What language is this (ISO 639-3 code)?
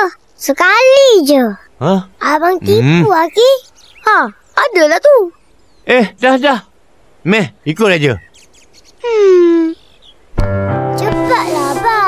msa